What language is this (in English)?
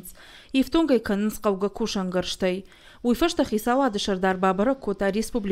Ossetic